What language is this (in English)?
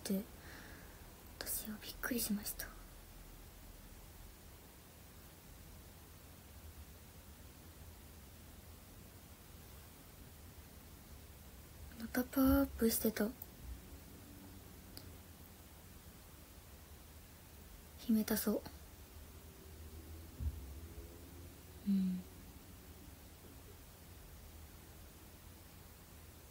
Japanese